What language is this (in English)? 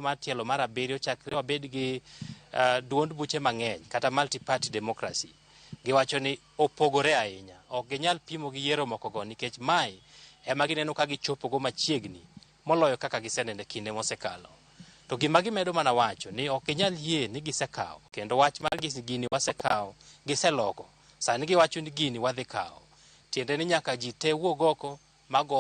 Luo (Kenya and Tanzania)